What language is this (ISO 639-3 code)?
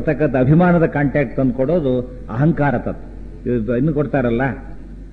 kan